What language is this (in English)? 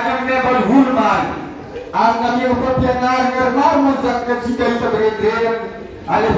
Malagasy